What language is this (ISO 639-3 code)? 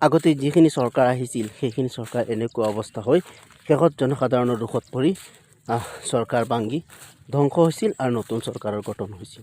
asm